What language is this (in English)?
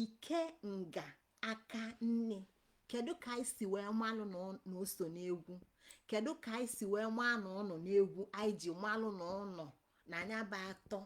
Igbo